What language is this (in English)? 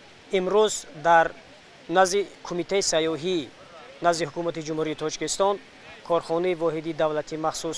Tajik